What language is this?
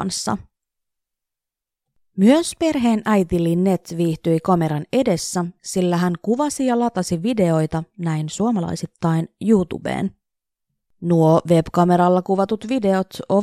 Finnish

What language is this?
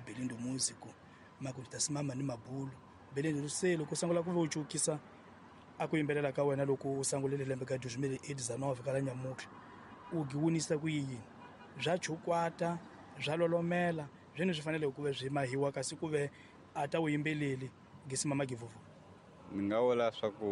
Tsonga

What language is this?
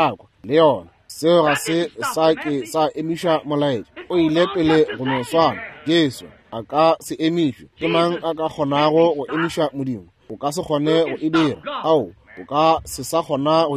Northern Sotho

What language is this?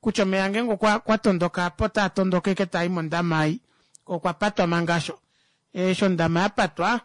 Kuanyama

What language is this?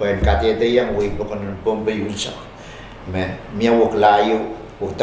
Pohnpeian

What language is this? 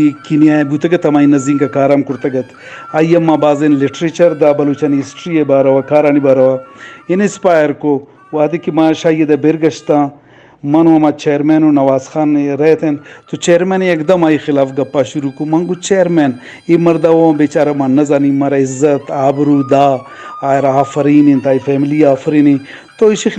Eastern Balochi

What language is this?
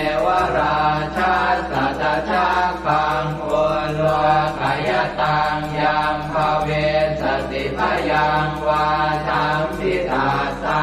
Pali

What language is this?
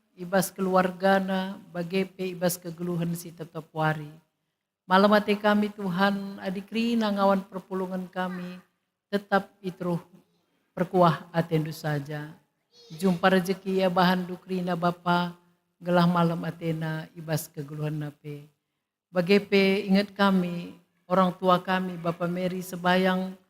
Batak Karo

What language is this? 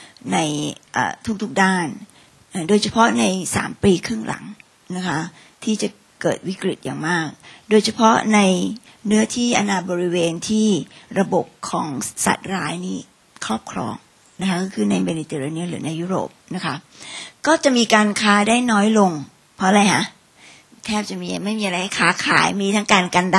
Thai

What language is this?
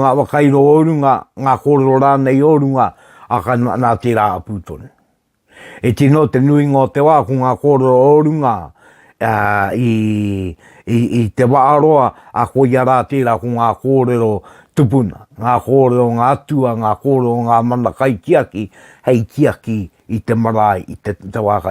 Māori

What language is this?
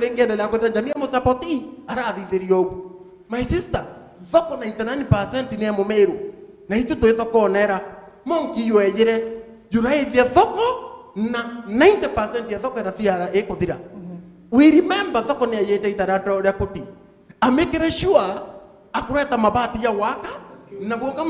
Meru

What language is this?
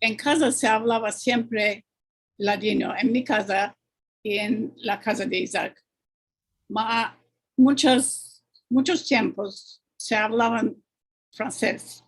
Ladino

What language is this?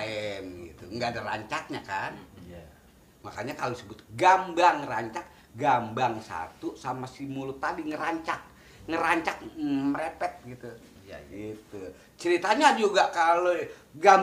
Betawi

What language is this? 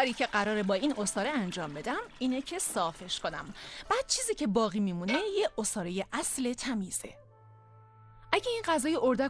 Persian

